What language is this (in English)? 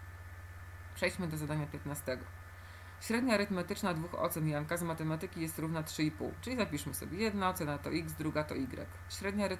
Polish